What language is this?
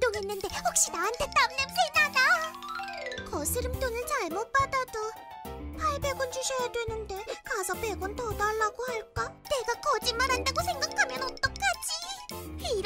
Korean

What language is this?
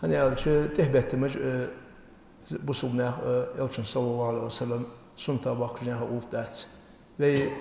Ingush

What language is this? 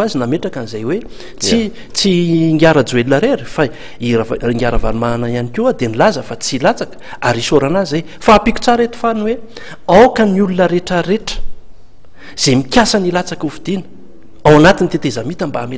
Malagasy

